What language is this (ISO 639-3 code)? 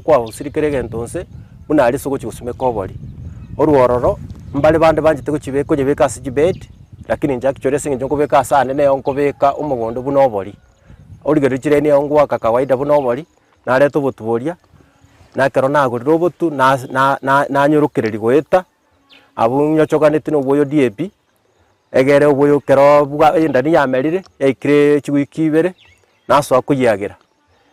guz